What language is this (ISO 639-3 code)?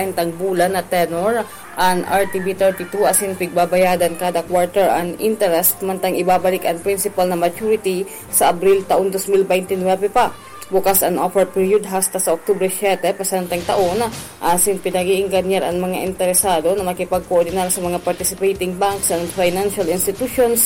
bik